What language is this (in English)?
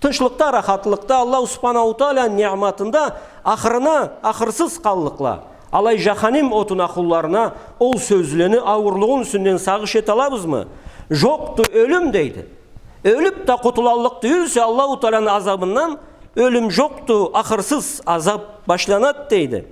Karachay-Balkar